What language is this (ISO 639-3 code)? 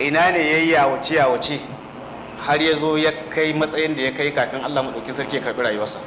hau